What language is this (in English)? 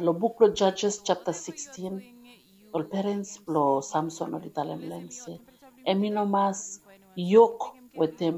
Bislama